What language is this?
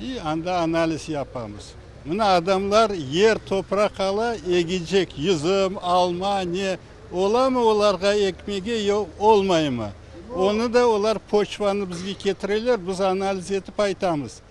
Crimean Tatar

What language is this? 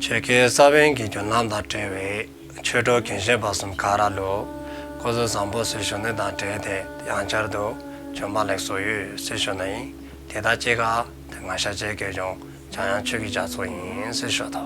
Dzongkha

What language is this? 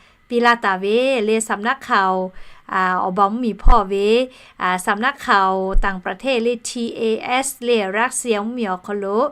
Lahu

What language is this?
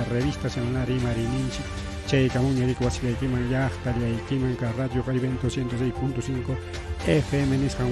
Ayacucho Quechua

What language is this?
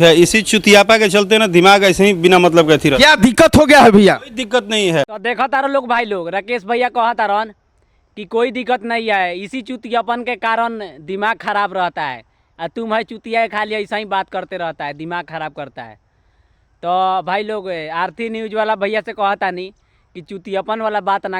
Bhojpuri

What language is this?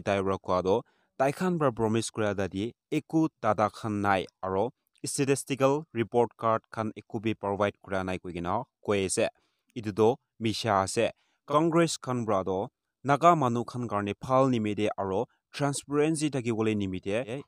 Naga Pidgin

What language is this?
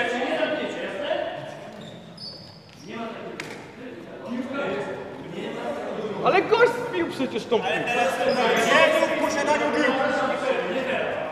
Polish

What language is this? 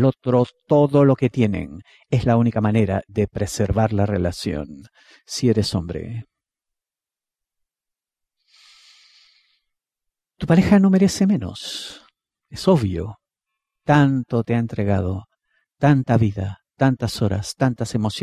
Spanish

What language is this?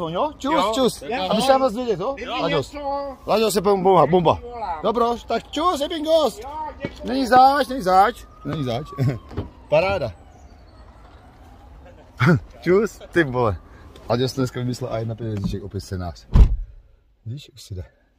Czech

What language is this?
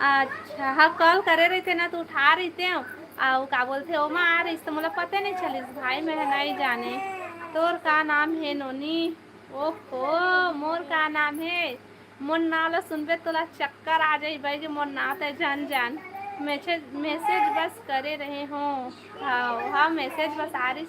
Chhattisgarhi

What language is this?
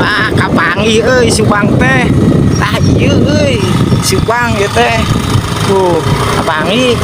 Sundanese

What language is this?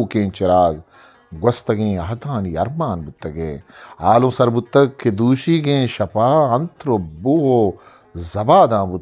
Eastern Balochi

